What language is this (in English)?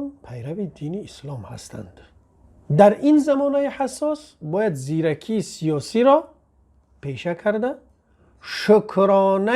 Tajik